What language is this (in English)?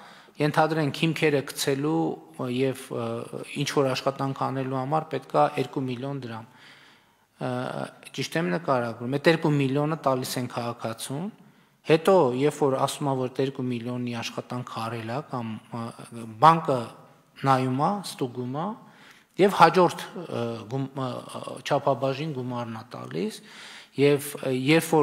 Armenian